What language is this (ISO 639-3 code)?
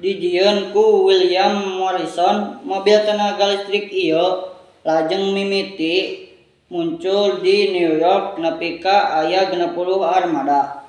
sun